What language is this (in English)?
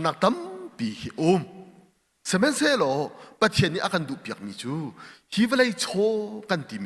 Hakha Chin